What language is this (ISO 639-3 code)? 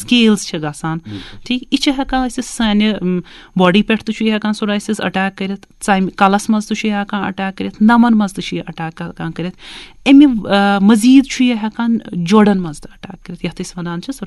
kas